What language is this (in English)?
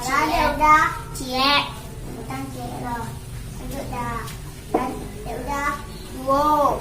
Minangkabau